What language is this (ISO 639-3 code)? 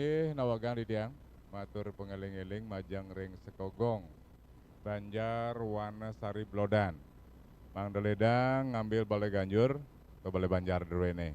ban